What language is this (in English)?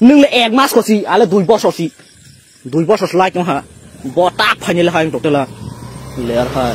Kok Borok